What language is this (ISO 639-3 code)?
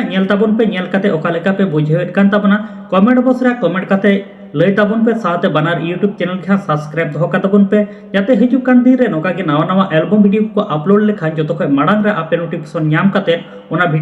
sat